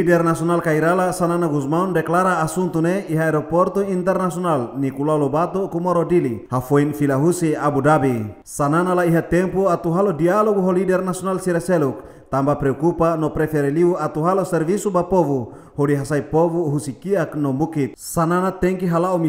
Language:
Tetum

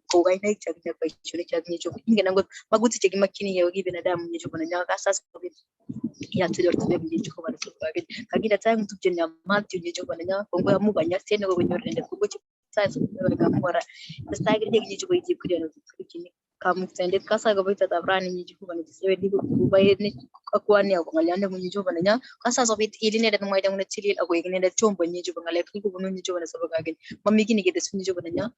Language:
Kalenjin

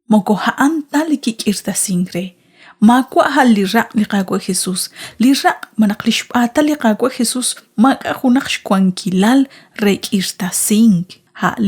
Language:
Kekchí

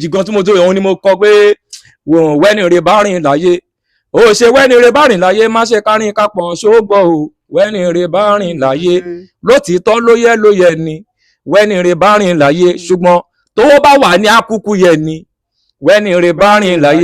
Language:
Yoruba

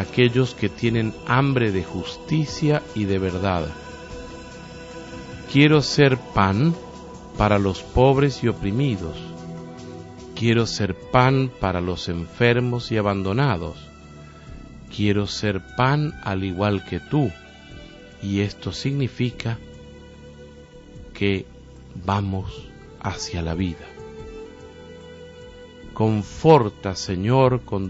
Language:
Spanish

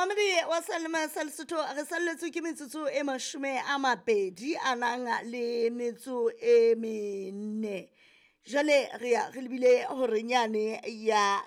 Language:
Southern Sotho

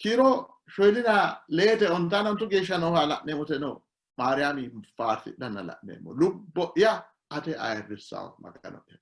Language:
Sidamo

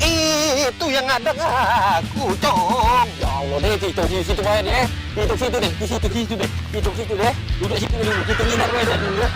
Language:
Musi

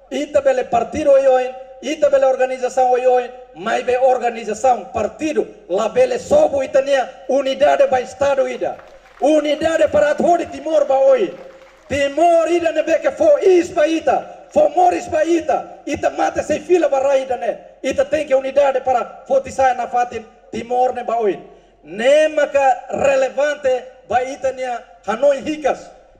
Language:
Tetum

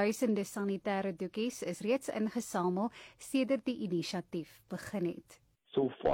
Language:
Afrikaans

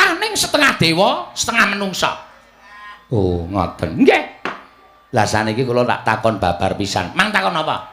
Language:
Javanese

